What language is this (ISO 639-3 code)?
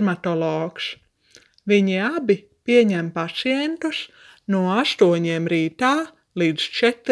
lav